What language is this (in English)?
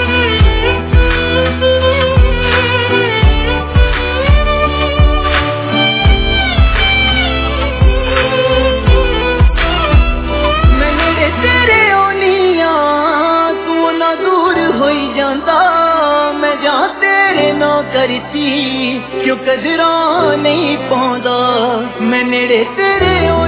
Punjabi